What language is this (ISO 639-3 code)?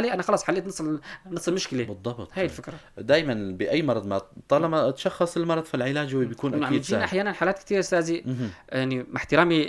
apc